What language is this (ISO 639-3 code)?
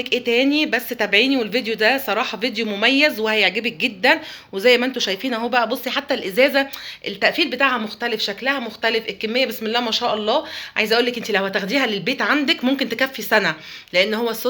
arz